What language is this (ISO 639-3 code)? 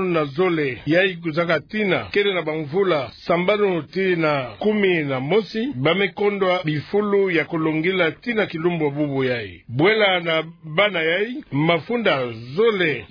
ktu